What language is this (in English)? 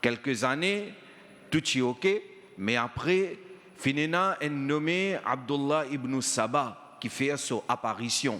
Morisyen